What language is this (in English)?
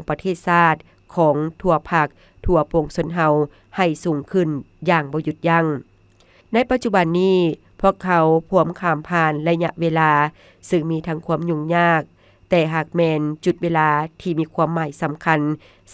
Lao